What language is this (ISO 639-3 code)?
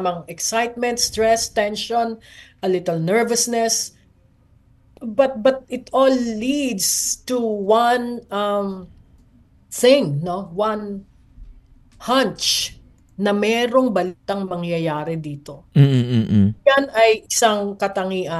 fil